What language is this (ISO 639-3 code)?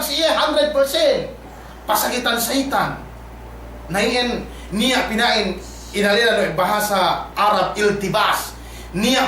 yka